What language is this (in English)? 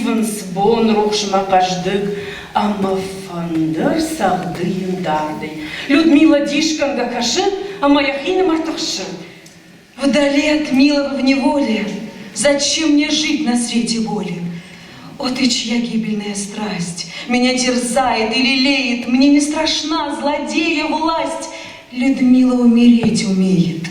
Ossetic